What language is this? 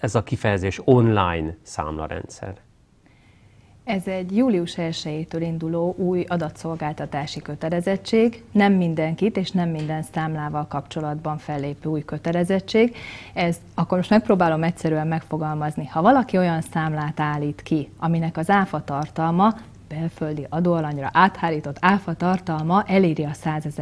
Hungarian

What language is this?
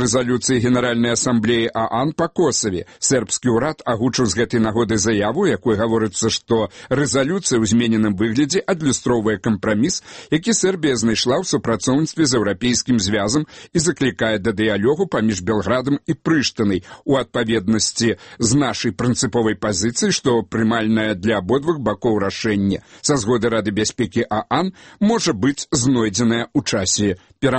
Belarusian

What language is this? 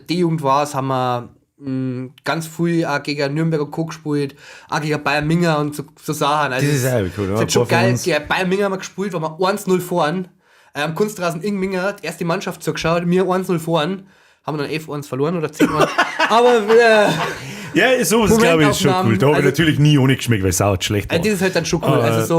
Bavarian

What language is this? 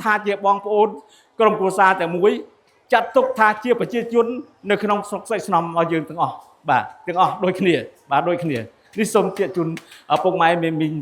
Khmer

